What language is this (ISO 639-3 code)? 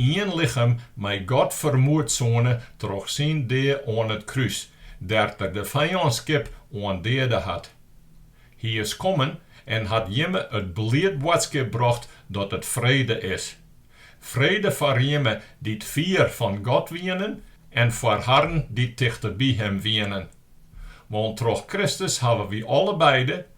fry